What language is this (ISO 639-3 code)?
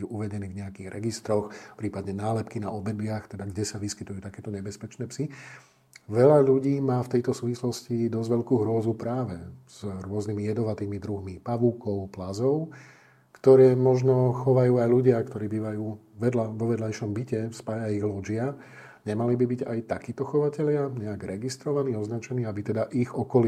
slk